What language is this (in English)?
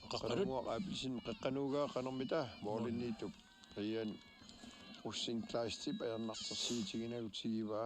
Kalaallisut